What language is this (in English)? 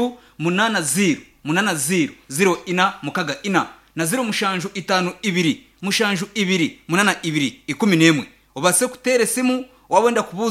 Nyankole